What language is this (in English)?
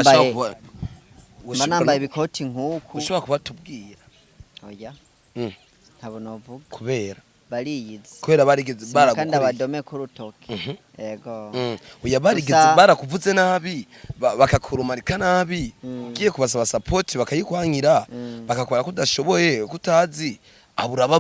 Rundi